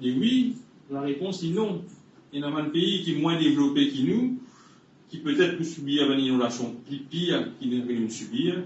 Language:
Morisyen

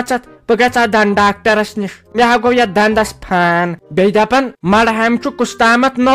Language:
Kashmiri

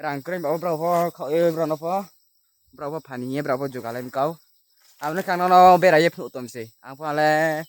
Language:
Riang (India)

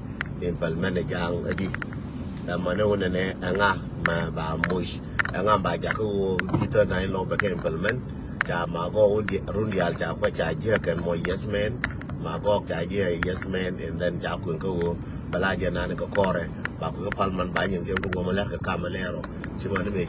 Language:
Nuer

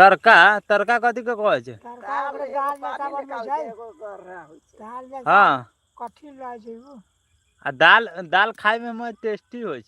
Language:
Maithili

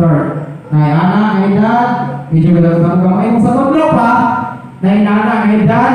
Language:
Cebuano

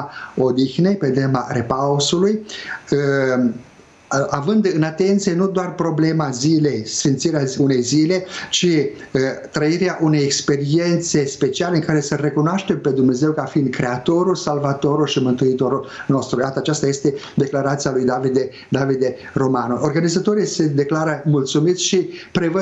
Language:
Romanian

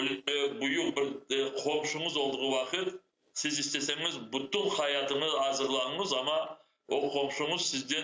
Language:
Crimean Tatar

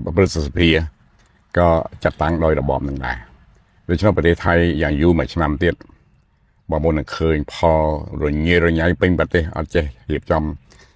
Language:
Khmer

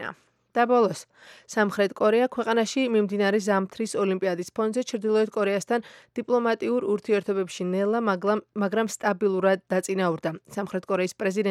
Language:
Georgian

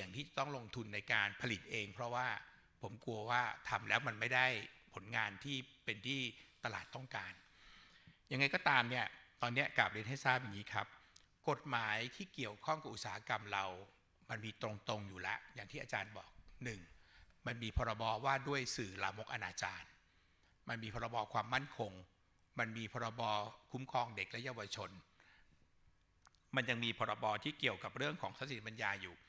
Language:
Thai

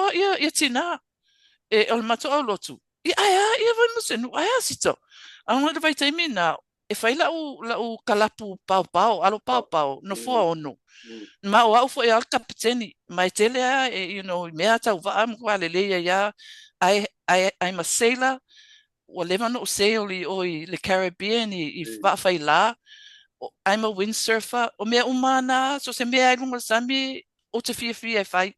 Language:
Samoan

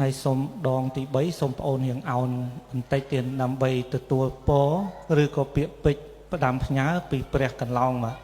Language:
Khmer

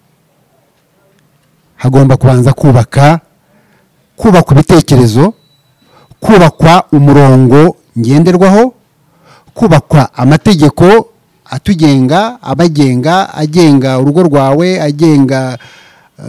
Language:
Kinyarwanda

